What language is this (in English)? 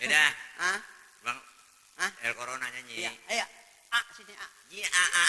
Betawi